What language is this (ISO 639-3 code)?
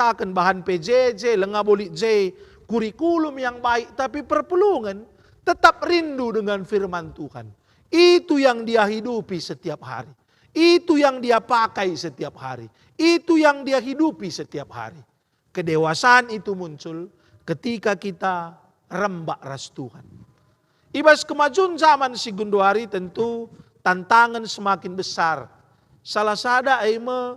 btx